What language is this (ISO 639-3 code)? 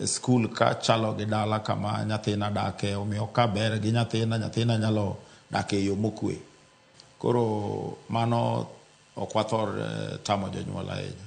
luo